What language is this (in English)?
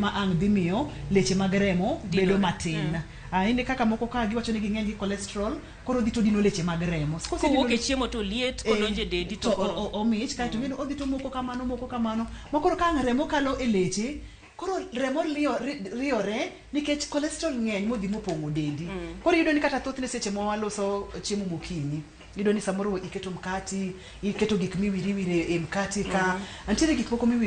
Luo (Kenya and Tanzania)